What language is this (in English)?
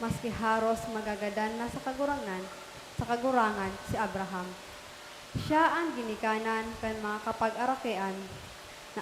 Bikol